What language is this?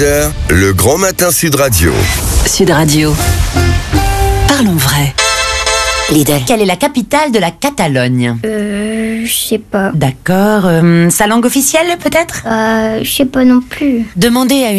French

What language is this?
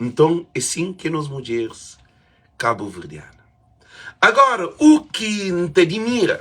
Kabuverdianu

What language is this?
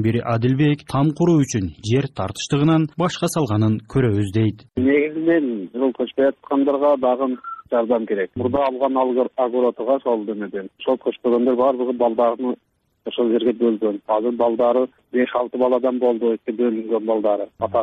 Kyrgyz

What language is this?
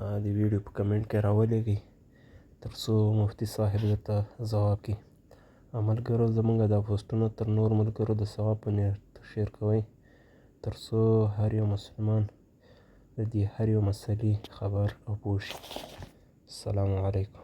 Pashto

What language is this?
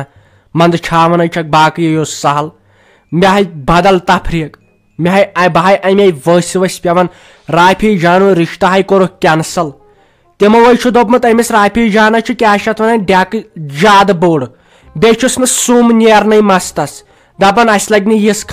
Kashmiri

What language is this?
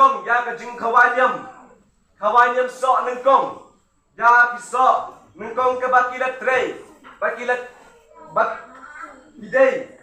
Khasi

